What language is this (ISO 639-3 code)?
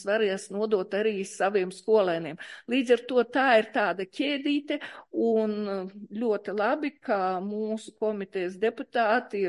lav